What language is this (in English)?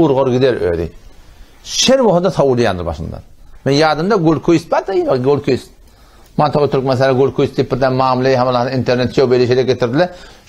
Turkmen